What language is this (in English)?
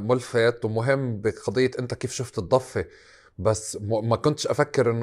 North Levantine Arabic